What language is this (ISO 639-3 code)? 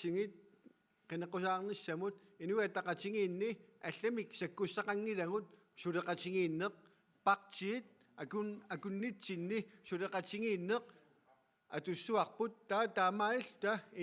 kal